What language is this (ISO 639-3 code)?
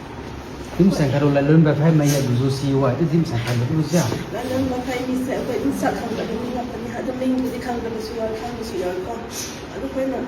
mni